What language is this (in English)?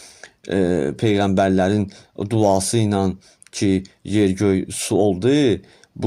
Azerbaijani